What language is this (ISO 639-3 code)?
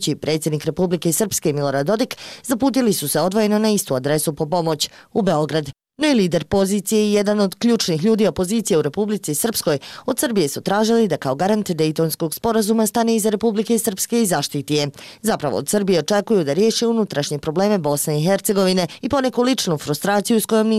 bos